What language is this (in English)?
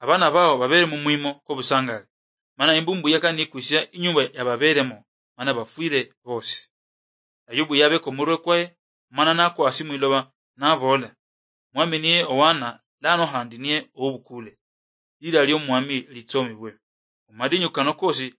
Luyia